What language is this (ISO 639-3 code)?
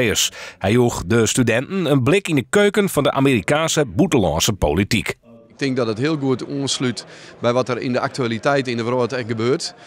fry